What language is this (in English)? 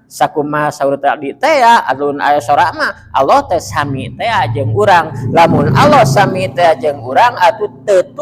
Sundanese